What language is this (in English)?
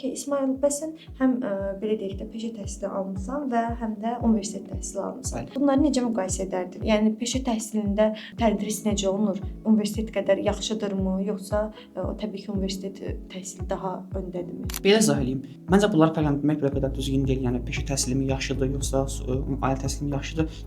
Azerbaijani